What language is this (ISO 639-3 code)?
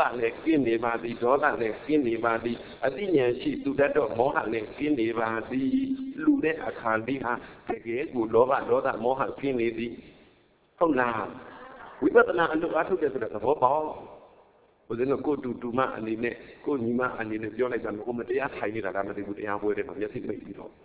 mya